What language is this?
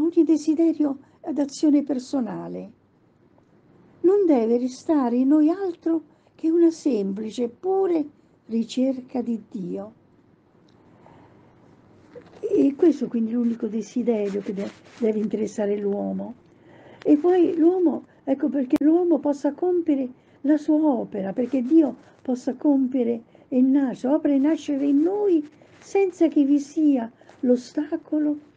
Italian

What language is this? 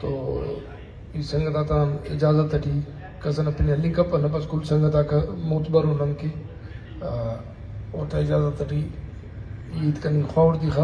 Brahui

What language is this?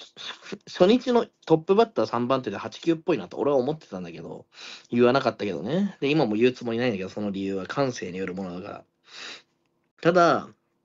Japanese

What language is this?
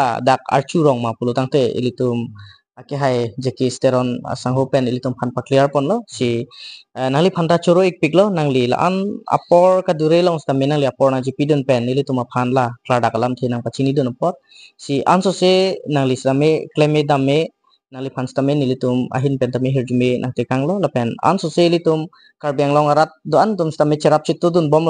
Karbi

